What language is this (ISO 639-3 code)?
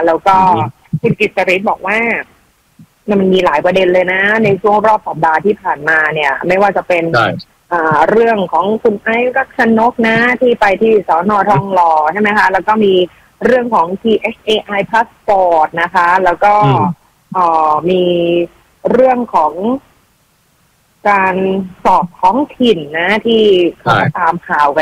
tha